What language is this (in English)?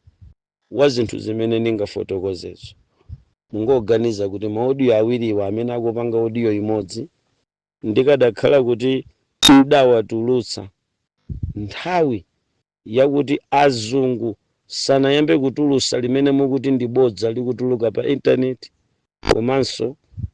Nyanja